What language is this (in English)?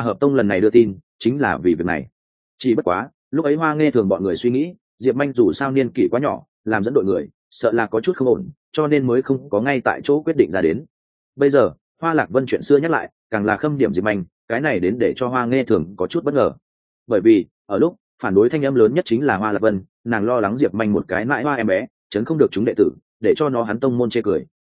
Vietnamese